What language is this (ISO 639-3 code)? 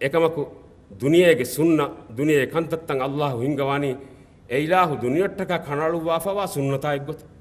div